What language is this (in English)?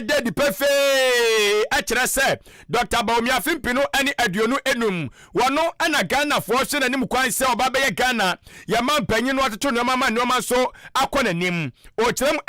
Akan